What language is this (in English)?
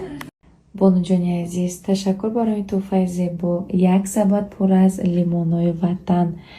Tajik